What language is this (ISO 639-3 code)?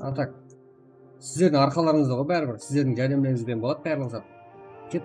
kaa